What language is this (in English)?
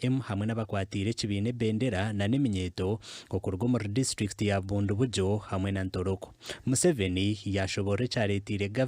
Nyankole